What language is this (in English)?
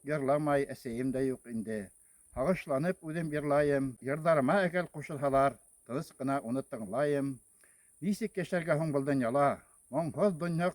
Bashkir